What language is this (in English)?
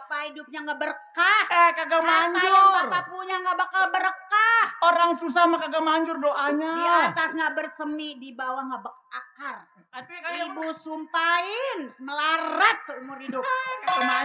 Betawi